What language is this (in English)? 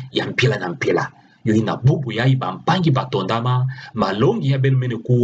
Kituba (Democratic Republic of Congo)